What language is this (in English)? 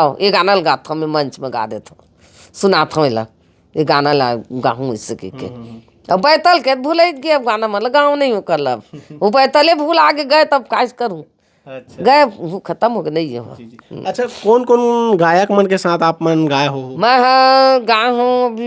Chhattisgarhi